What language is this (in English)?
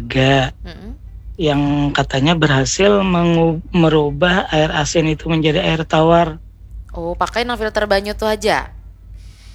Banjar